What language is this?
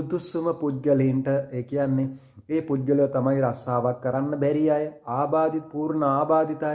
Sinhala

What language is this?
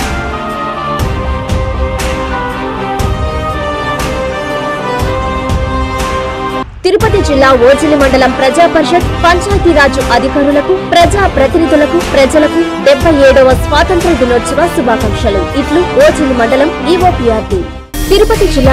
Telugu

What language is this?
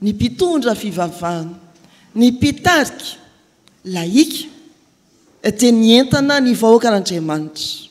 Malagasy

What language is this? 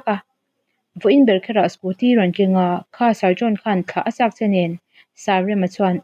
Mizo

